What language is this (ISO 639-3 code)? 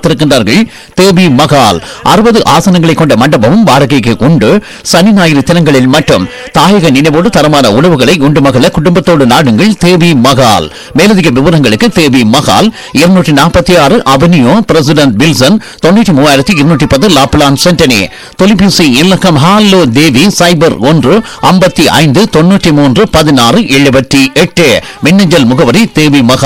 tam